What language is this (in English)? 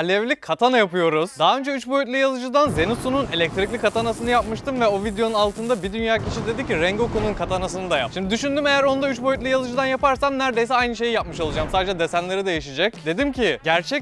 Turkish